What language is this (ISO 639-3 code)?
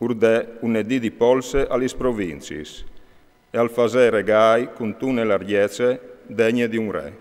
fur